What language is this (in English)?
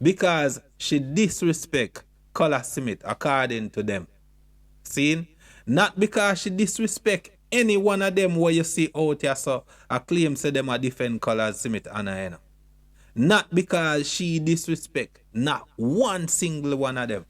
Jamaican Creole English